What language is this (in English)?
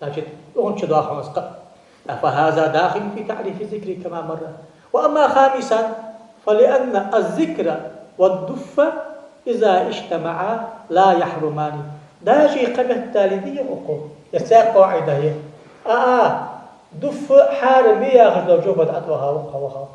Ingush